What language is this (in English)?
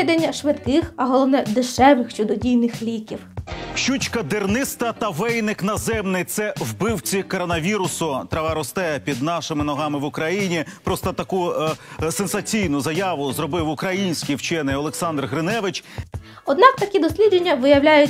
Ukrainian